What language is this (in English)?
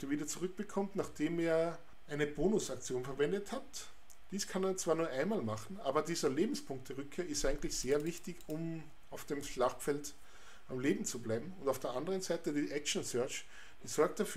German